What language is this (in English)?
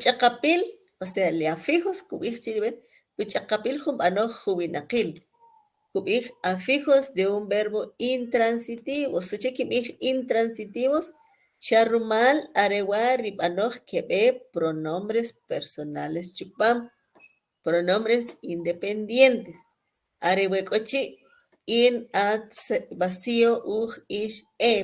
Kʼicheʼ